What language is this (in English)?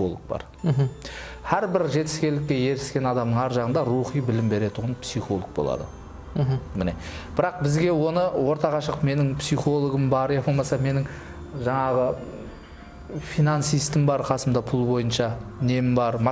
Kara-Kalpak